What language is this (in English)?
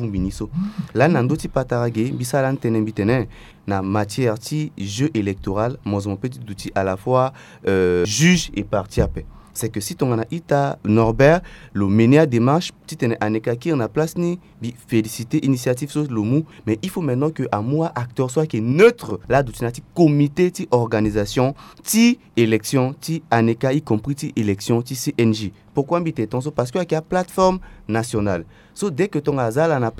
Sango